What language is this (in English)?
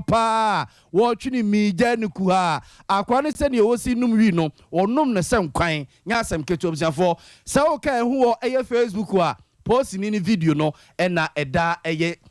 Akan